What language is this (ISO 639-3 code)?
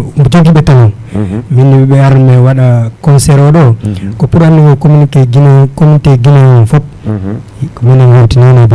ful